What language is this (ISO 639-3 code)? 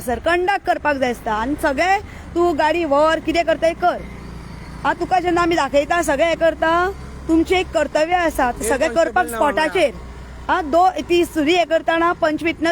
kok